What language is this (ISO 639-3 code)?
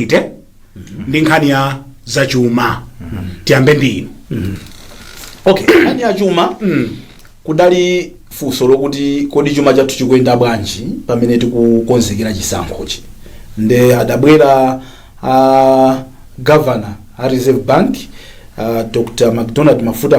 nya